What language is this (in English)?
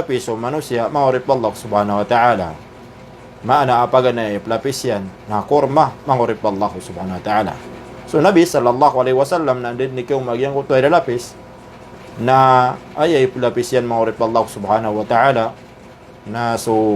Maranao